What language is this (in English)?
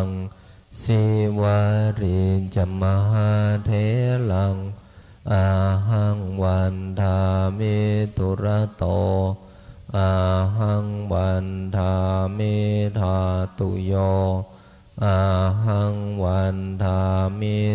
Pali